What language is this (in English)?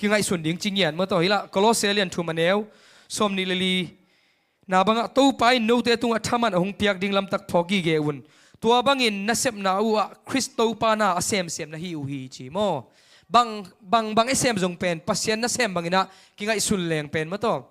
Tedim Chin